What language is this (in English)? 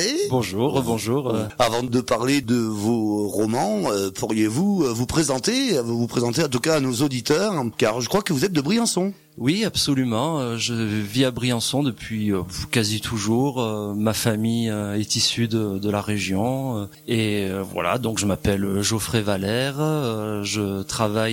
French